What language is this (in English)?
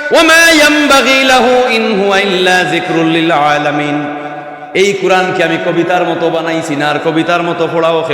Sylheti